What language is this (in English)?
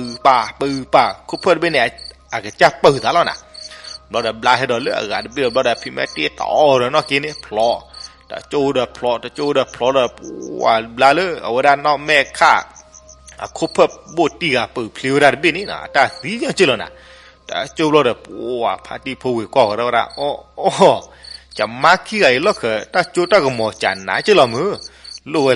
S'gaw Karen